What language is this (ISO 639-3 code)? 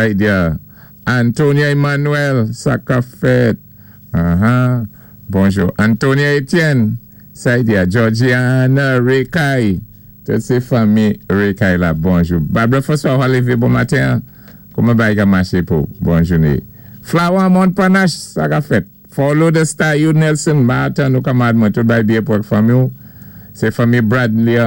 acf